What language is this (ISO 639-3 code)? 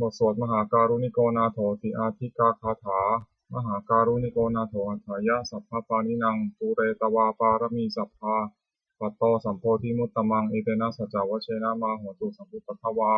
pli